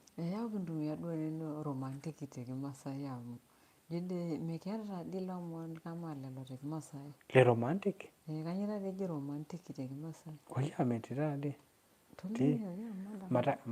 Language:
Masai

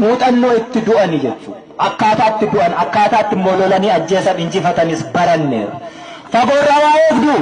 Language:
Oromo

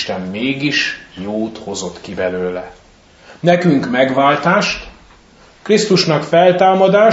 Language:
Hungarian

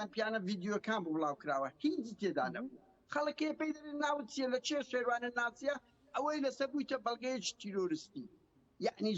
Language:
Central Kurdish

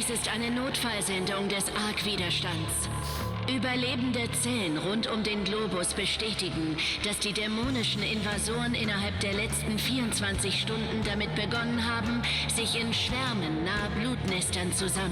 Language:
Bavarian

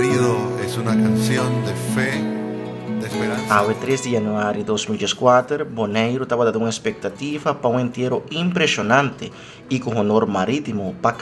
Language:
Papiamento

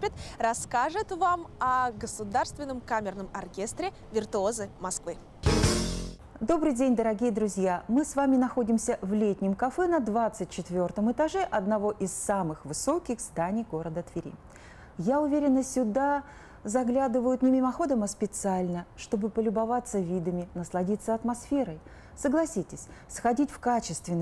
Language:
Russian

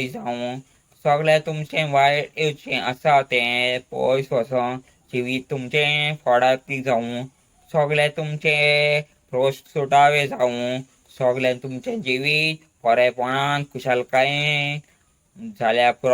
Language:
Konkani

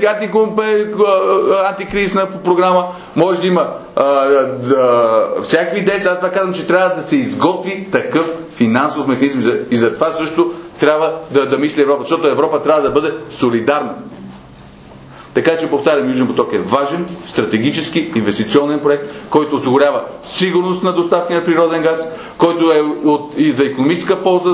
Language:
Bulgarian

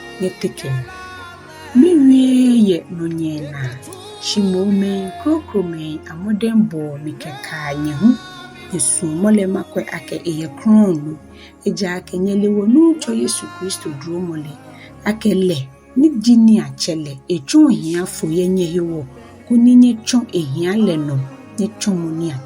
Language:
Ga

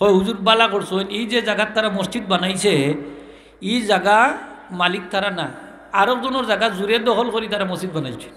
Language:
Sylheti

